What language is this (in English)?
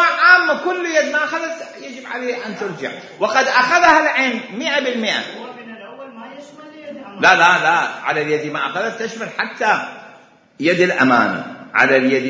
Mesopotamian Arabic